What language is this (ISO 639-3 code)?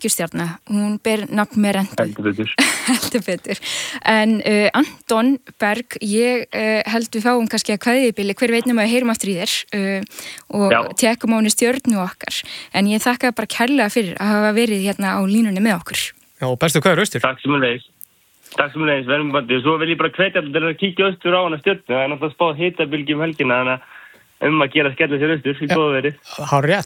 isl